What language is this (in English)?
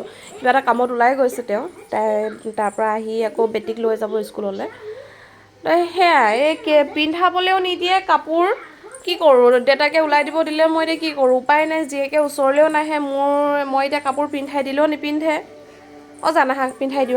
Assamese